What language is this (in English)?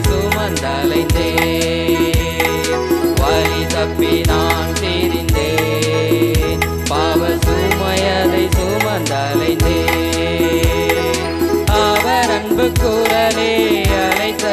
Tamil